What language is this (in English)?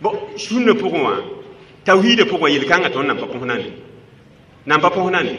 Mossi